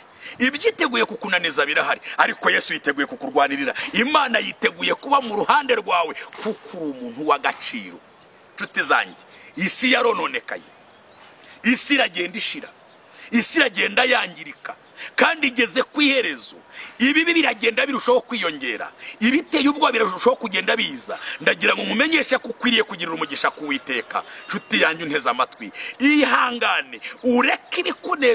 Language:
Kinyarwanda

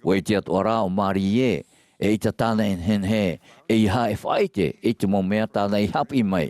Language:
Tahitian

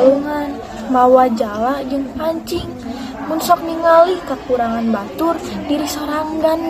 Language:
Sundanese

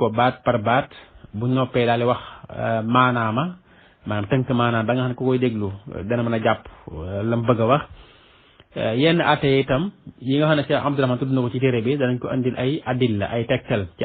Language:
Wolof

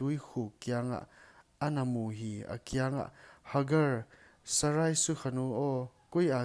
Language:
Paite Chin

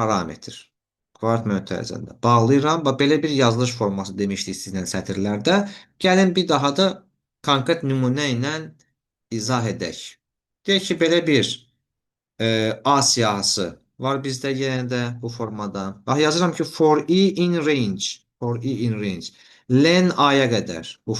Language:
Azerbaijani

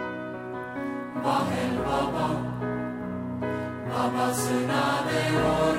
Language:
Estonian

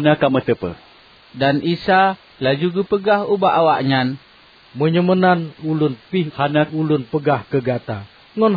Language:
Achinese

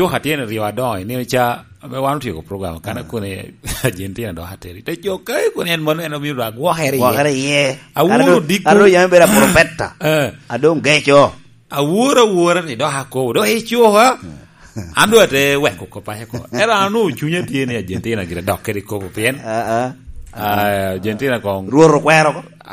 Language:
Lango (Uganda)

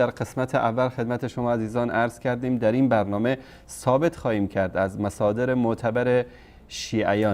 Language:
Persian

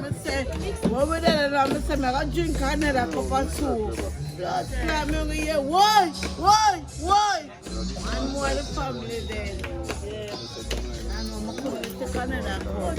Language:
Jamaican Creole English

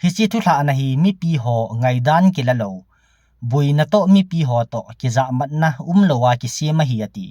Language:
Thado Chin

